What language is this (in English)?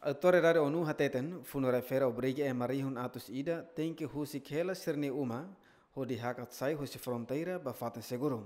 Tetum